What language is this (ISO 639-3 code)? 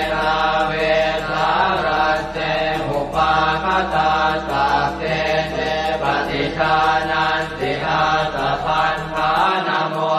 pli